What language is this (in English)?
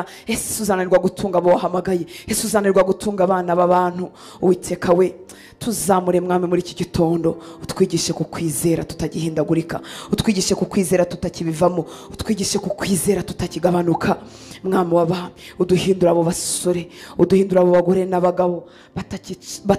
Kinyarwanda